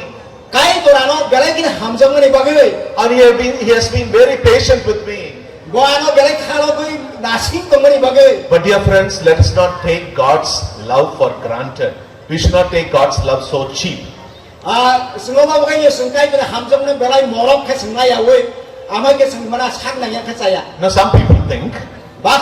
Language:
Kok Borok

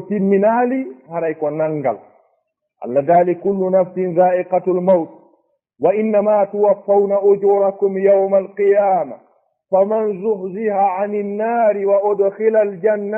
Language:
Fula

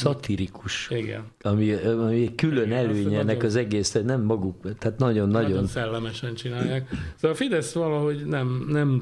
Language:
Hungarian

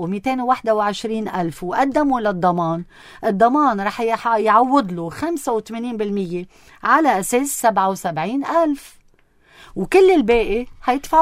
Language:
North Levantine Arabic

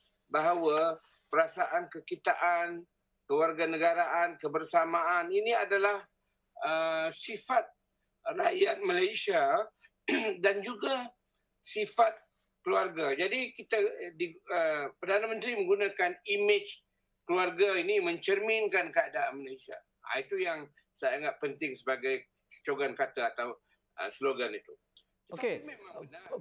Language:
Malay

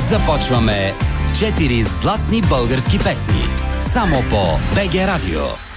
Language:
Bulgarian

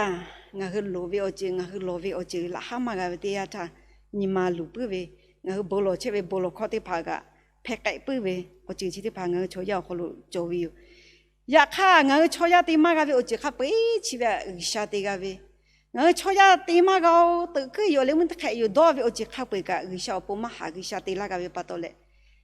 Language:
Lahu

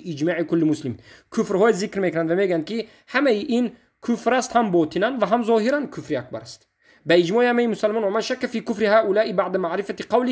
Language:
Tajik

